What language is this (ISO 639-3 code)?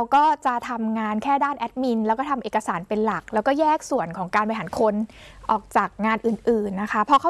tha